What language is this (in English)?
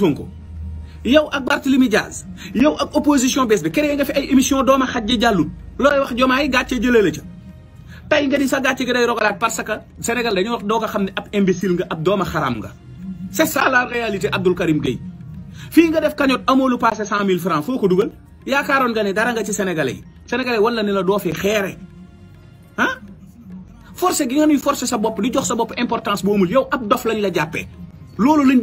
Wolof